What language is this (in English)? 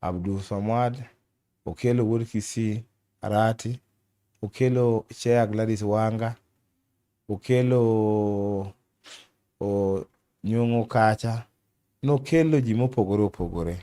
Luo (Kenya and Tanzania)